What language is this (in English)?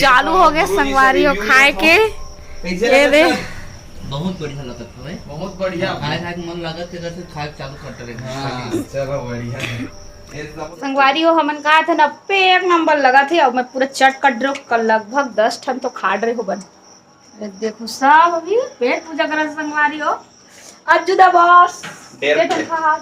Chhattisgarhi